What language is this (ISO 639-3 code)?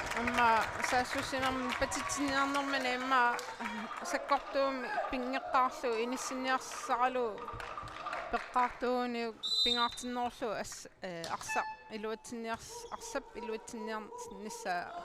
kal